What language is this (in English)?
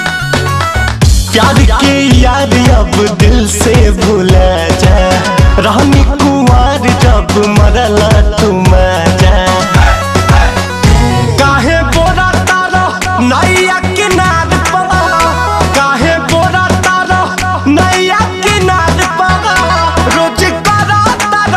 Bhojpuri